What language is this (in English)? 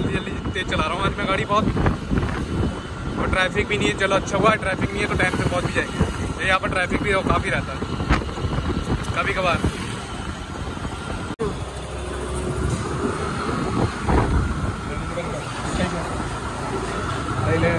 Hindi